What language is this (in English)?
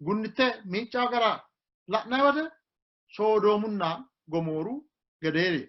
Sidamo